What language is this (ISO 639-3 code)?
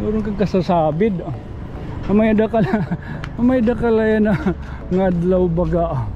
war